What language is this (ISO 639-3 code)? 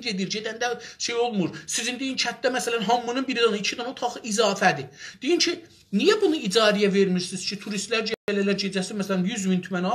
azb